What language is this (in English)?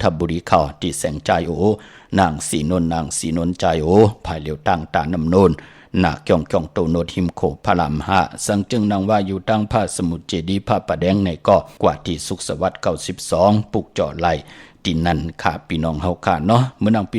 Shan